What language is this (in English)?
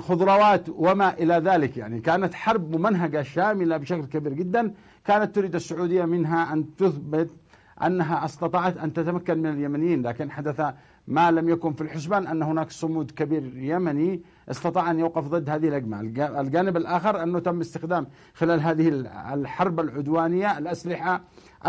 Arabic